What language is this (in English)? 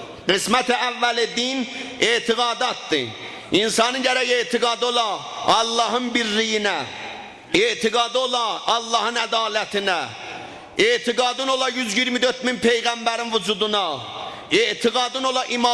South Azerbaijani